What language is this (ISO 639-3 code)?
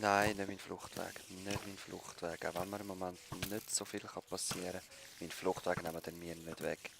gsw